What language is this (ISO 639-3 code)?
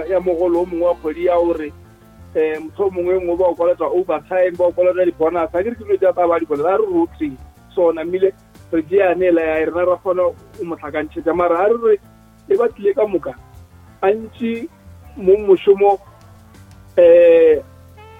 nso